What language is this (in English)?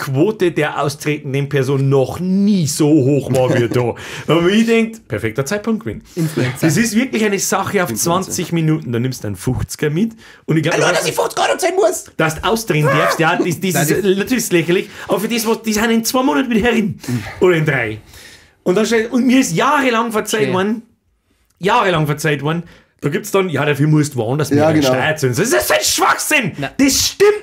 Bavarian